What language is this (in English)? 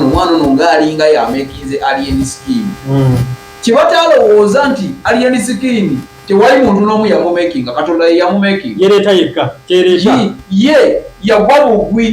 Ganda